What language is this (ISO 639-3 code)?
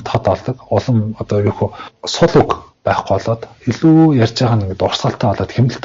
mon